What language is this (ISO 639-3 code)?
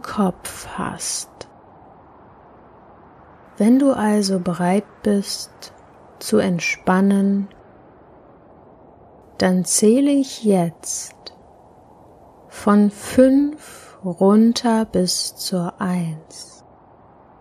deu